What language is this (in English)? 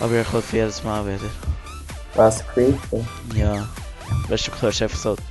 Swiss German